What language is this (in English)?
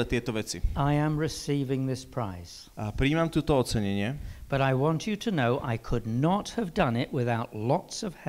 Slovak